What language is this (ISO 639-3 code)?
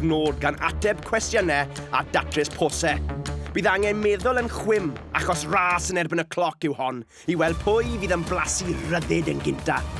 cym